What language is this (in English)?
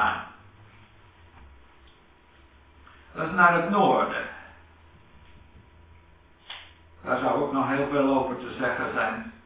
Dutch